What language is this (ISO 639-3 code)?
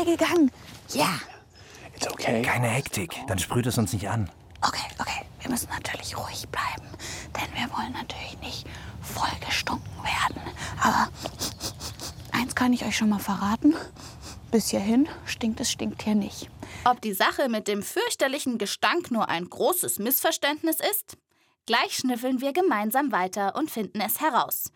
deu